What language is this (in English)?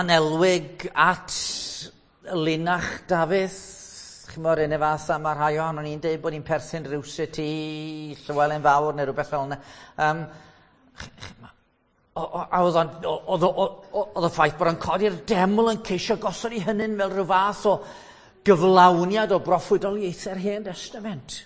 Welsh